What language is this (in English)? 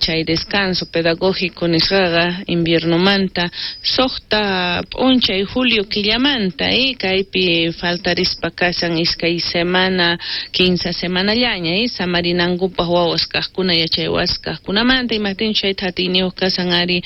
South Bolivian Quechua